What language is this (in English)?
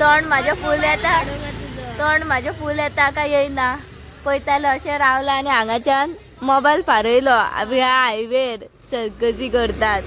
Konkani